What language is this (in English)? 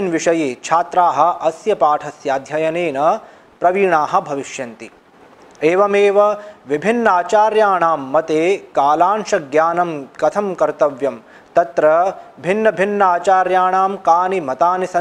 Sanskrit